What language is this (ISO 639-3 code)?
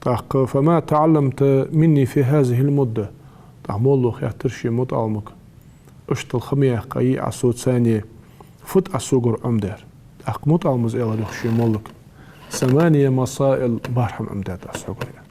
inh